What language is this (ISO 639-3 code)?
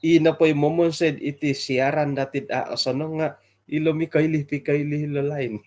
dtp